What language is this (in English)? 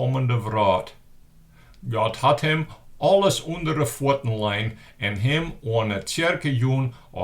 Western Frisian